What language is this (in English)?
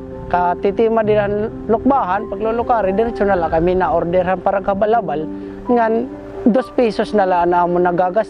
Waray